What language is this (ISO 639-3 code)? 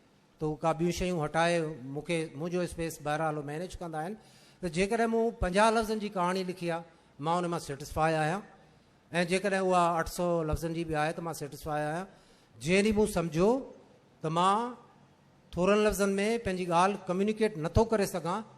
snd